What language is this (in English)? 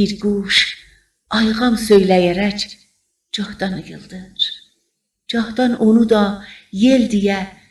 South Azerbaijani